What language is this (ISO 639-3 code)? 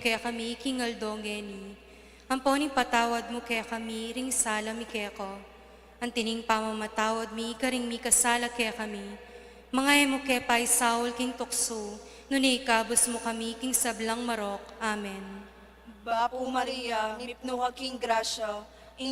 pam